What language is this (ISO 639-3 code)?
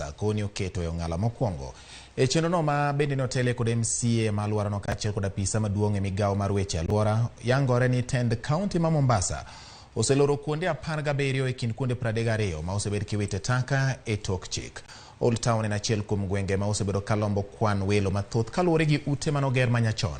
luo